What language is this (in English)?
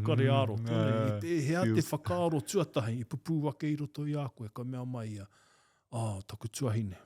Māori